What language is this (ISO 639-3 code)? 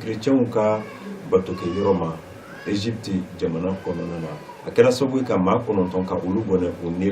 bam